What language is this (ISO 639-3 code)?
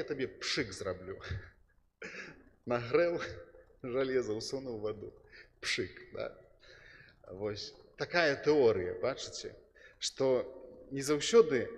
bel